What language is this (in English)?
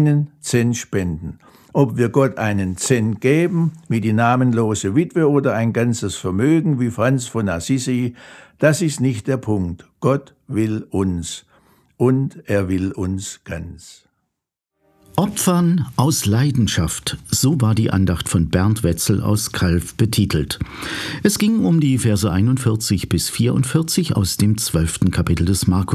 German